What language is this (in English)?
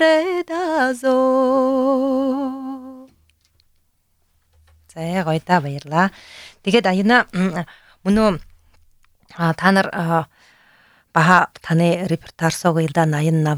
Buriat